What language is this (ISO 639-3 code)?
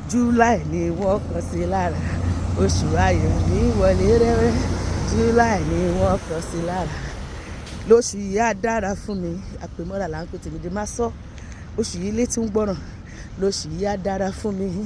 yor